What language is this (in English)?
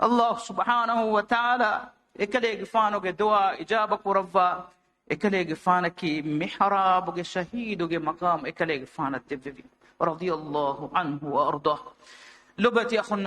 Divehi